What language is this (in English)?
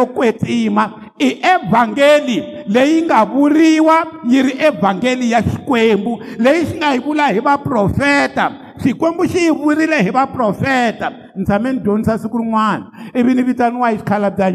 Tsonga